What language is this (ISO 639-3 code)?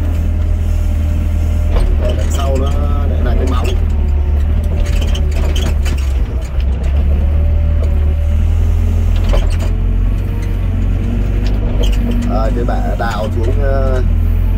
vie